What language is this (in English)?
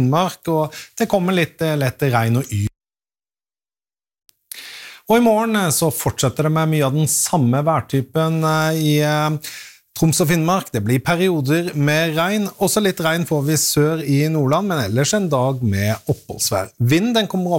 Norwegian